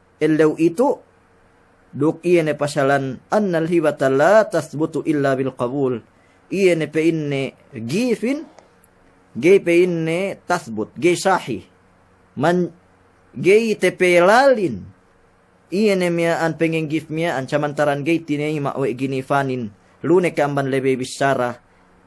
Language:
Yakan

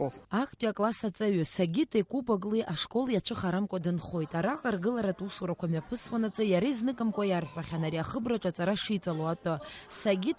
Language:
Abkhazian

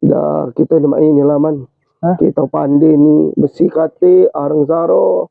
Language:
Musi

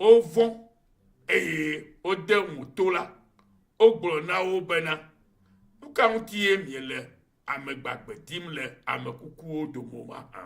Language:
Ewe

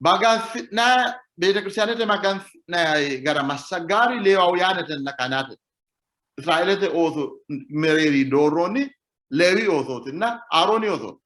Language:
Sidamo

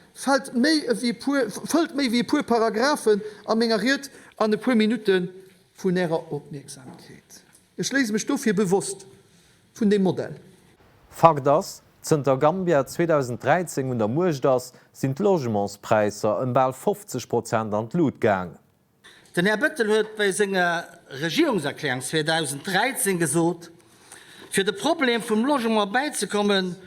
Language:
Luxembourgish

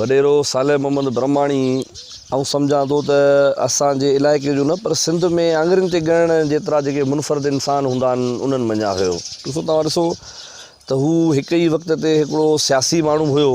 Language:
Sindhi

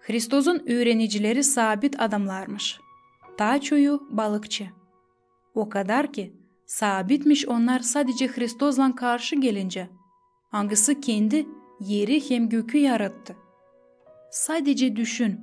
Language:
Gagauz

